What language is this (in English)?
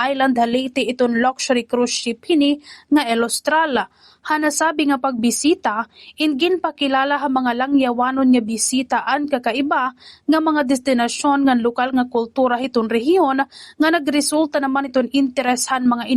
Waray